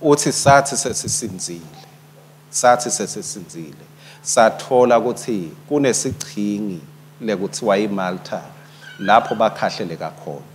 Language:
Swati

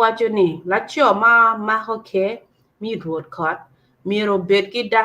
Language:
Acoli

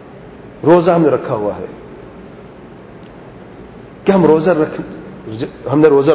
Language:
Urdu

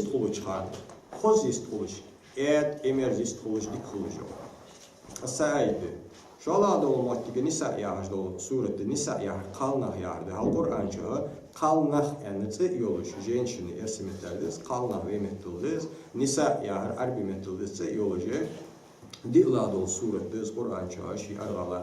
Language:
Ingush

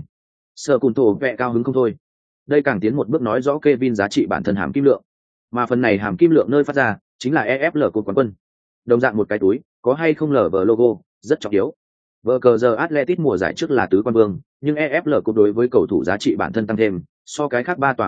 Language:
Vietnamese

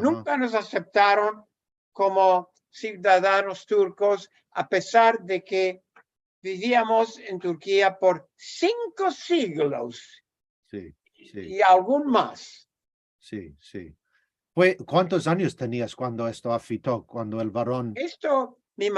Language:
Ladino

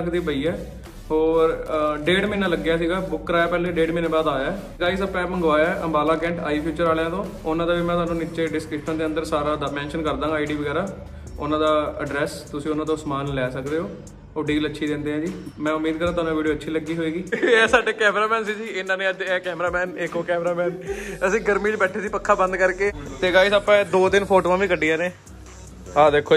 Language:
Punjabi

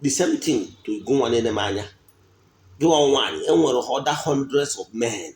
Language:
Igbo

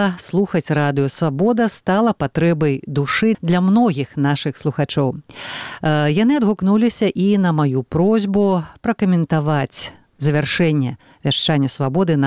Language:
Belarusian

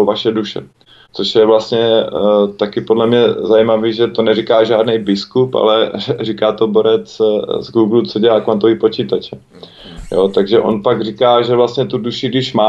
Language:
Czech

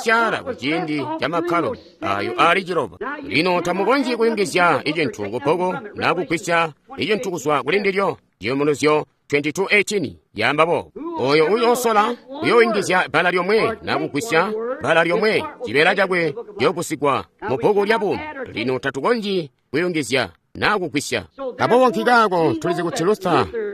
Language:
Tonga (Zambia)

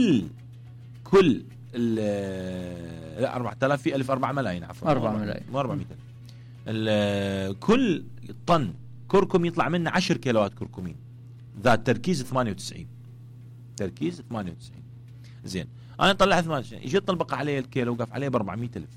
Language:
Mesopotamian Arabic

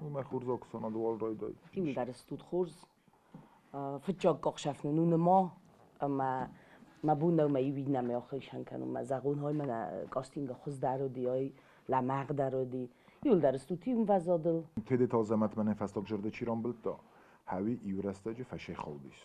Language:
Ossetic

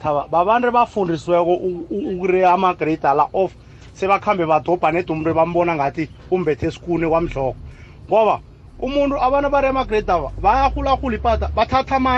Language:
South Ndebele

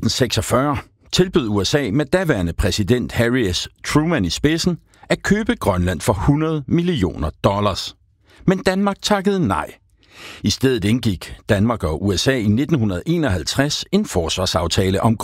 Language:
Danish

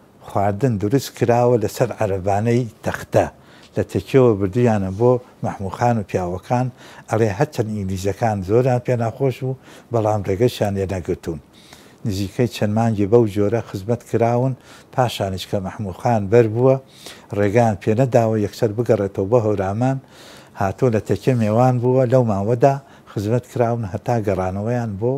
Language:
Central Kurdish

